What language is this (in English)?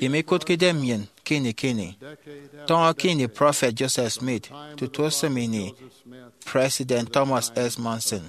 Efik